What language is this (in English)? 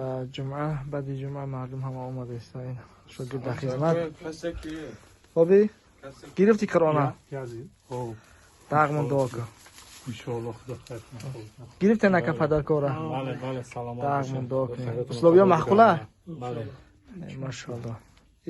Tajik